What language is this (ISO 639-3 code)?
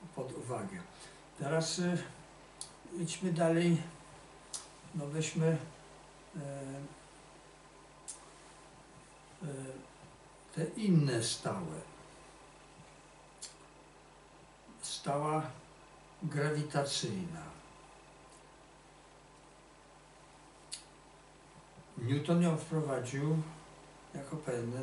pol